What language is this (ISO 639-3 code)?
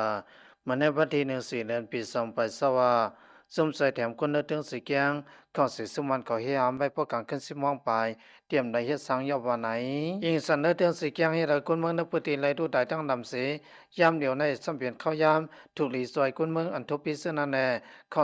shn